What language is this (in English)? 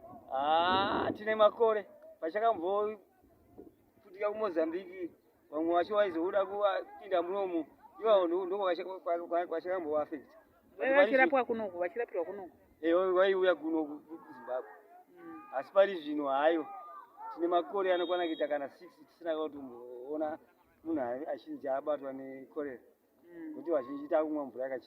Shona